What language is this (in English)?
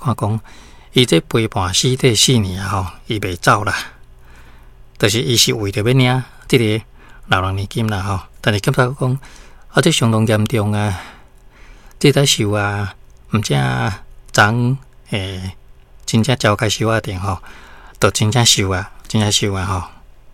Min Nan Chinese